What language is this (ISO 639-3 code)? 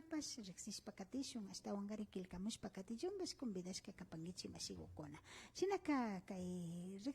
qvi